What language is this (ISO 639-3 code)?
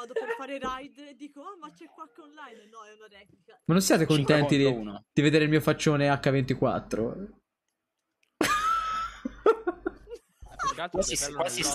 ita